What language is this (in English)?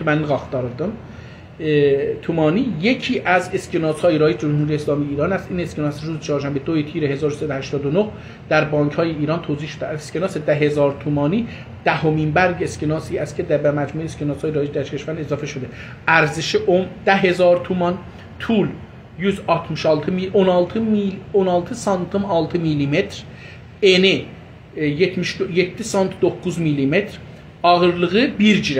South Azerbaijani